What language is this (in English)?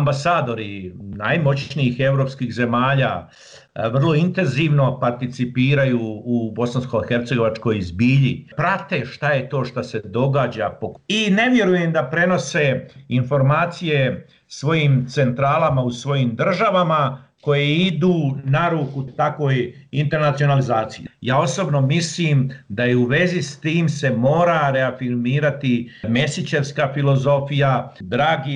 Bosnian